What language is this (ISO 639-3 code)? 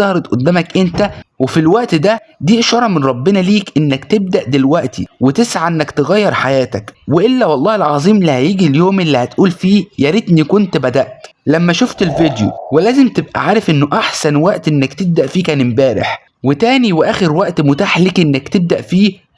arz